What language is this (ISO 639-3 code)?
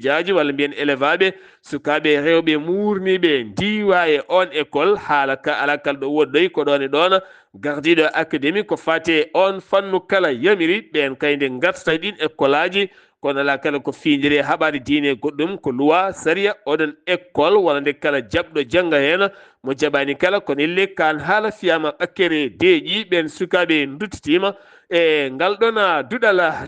ful